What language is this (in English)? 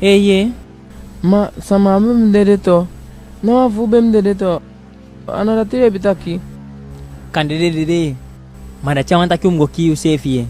Eastern Maroon Creole